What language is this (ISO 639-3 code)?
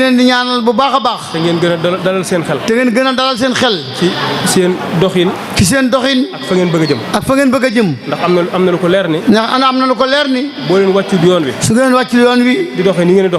wol